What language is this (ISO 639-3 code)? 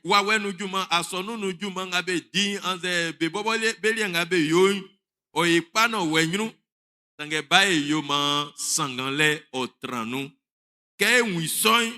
bci